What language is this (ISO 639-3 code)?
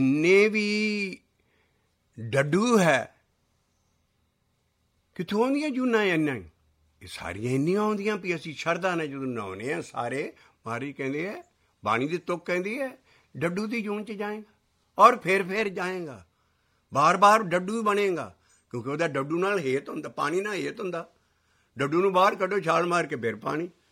pan